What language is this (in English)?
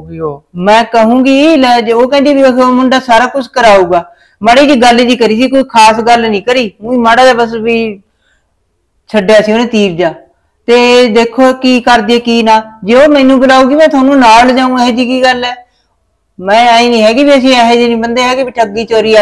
Punjabi